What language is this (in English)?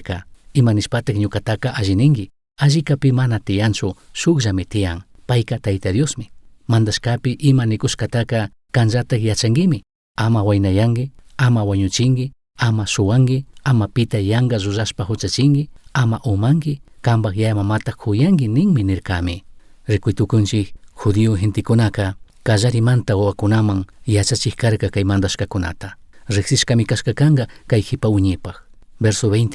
Chimborazo Highland Quichua